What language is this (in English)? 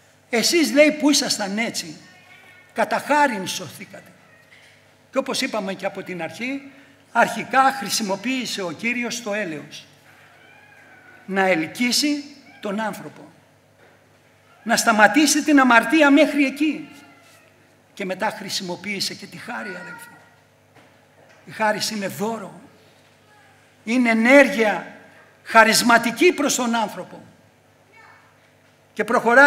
Greek